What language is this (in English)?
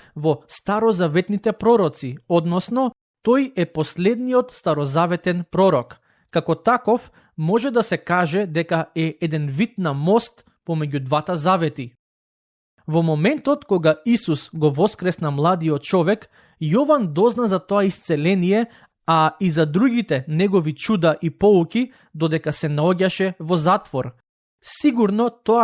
Macedonian